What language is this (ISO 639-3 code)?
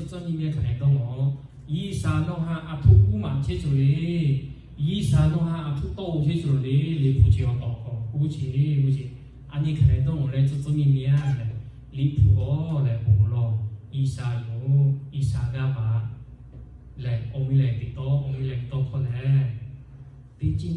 lhu